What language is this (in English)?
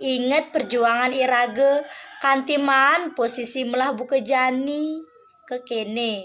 Balinese